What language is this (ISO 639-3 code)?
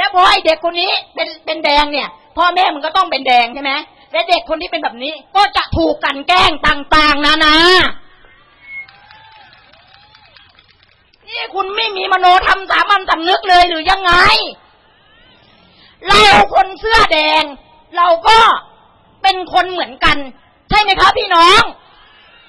tha